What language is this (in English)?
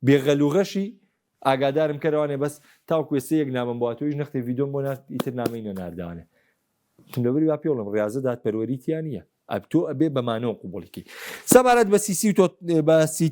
Central Kurdish